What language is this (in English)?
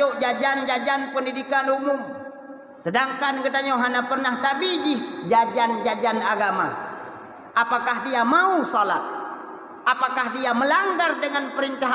Achinese